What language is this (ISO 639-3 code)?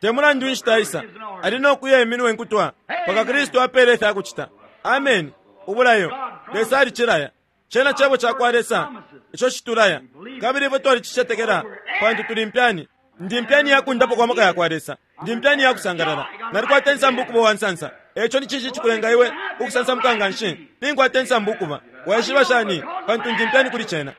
bem